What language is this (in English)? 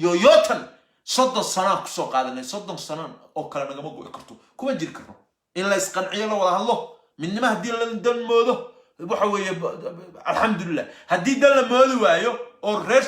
Somali